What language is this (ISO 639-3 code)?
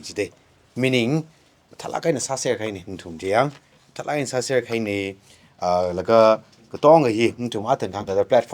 nmf